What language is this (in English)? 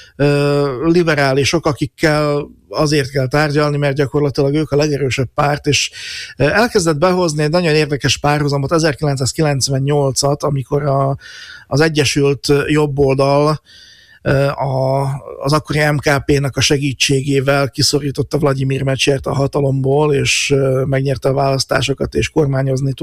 Hungarian